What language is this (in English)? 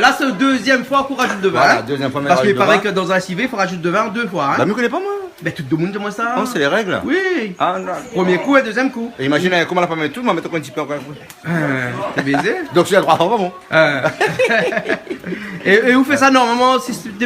Réunion Creole French